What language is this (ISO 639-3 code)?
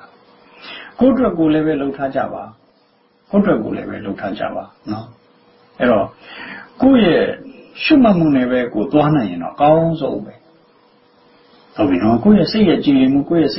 mya